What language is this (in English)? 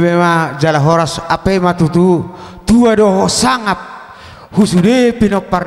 Batak Toba